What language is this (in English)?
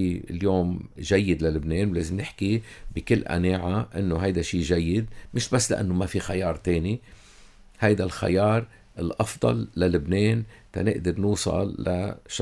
North Levantine Arabic